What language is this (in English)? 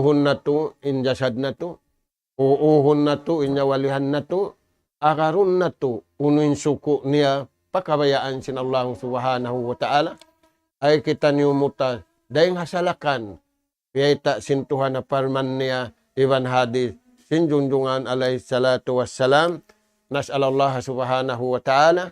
Tausug